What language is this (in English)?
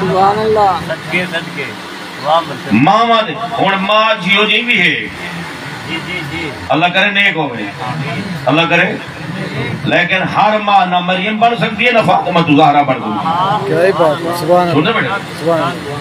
Saraiki